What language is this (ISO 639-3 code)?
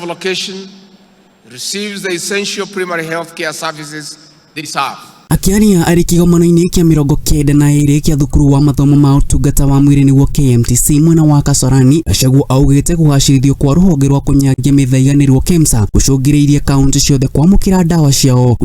kik